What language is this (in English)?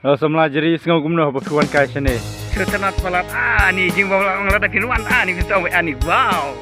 Khasi